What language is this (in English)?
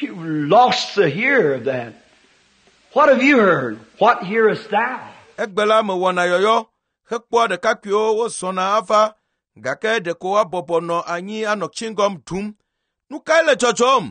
Ewe